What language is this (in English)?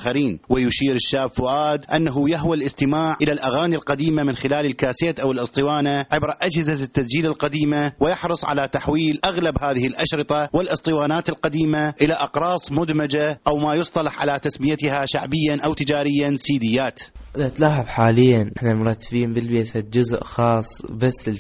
Mesopotamian Arabic